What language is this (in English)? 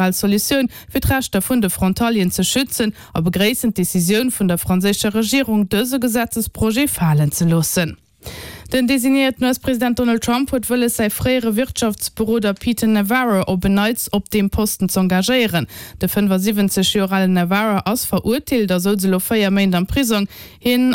Luxembourgish